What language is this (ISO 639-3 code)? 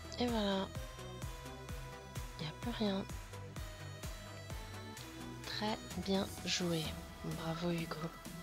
fra